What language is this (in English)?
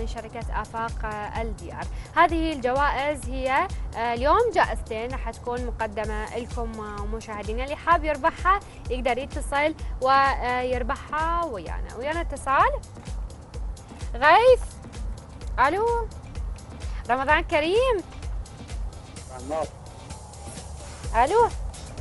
Mesopotamian Arabic